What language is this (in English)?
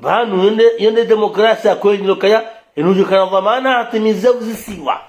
Ngazidja Comorian